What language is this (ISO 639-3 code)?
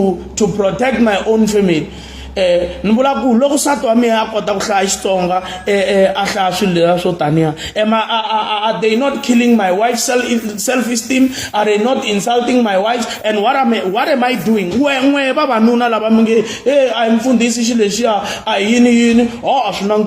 tso